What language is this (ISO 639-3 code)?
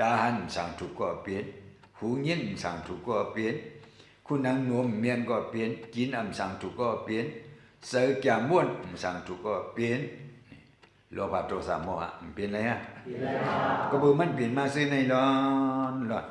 shn